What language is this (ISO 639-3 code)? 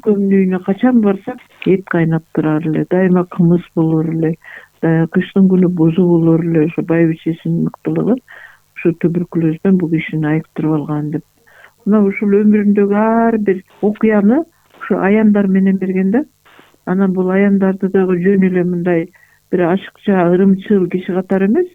kir